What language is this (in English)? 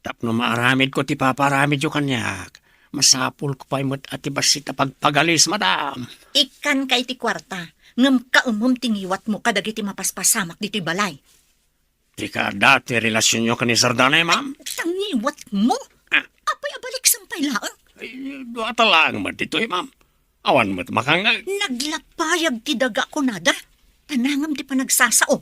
Iloko